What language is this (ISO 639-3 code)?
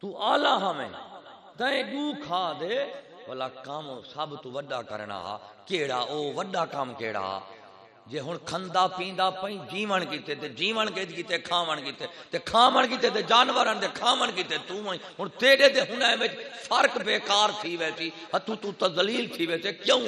skr